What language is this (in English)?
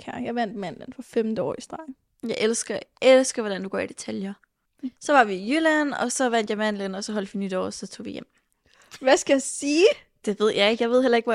Danish